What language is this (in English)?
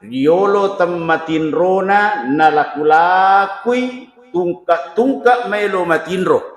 Buginese